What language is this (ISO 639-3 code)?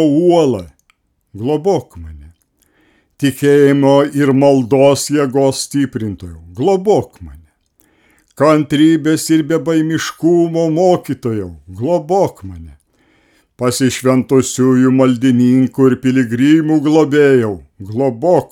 lit